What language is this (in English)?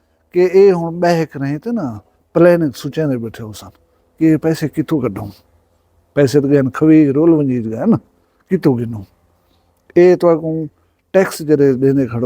Saraiki